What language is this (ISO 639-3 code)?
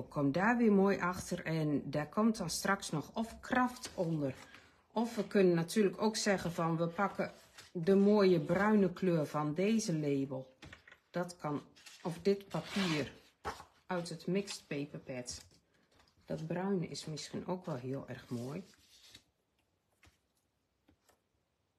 nld